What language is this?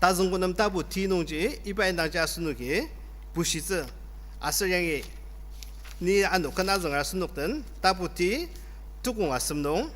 Ao Naga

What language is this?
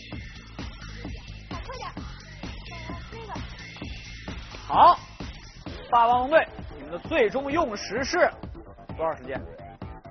Chinese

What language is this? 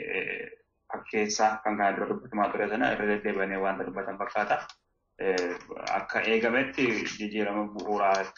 Oromo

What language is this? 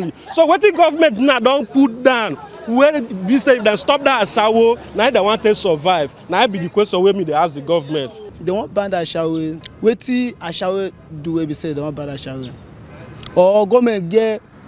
Nigerian Pidgin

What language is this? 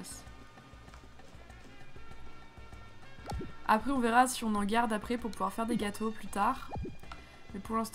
French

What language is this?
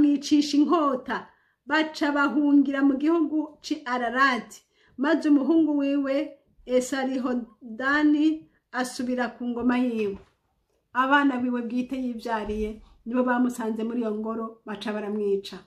Rundi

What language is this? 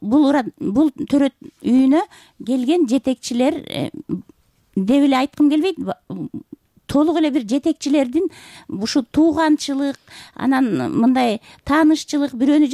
Kyrgyz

